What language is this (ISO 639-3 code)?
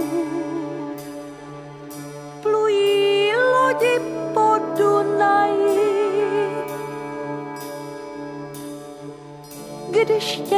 ces